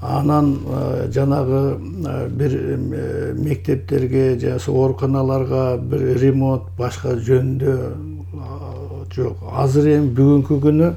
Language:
Kyrgyz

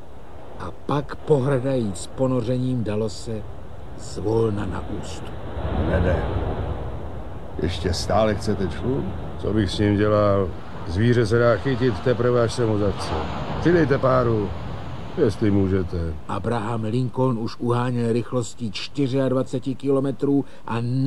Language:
Czech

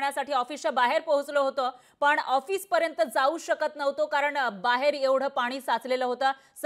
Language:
Marathi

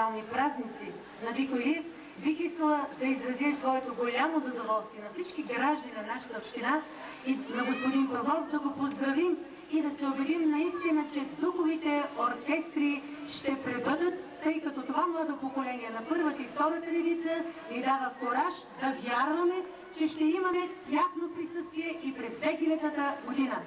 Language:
Bulgarian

